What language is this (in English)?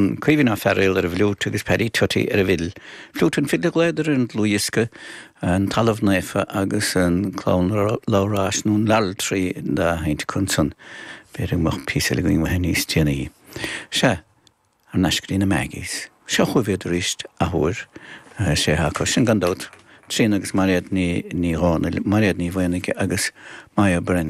Irish